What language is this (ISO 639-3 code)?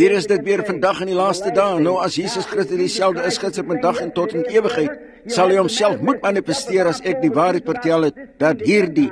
afr